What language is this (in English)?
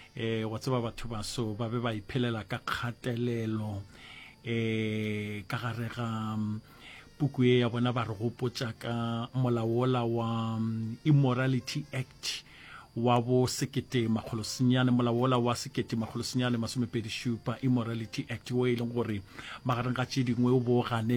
Northern Sotho